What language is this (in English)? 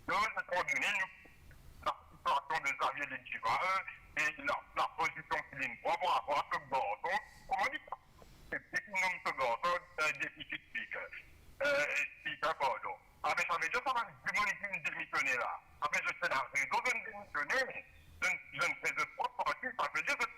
Morisyen